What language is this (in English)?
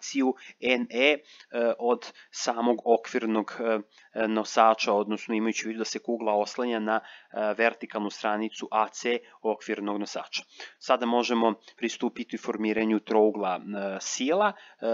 Serbian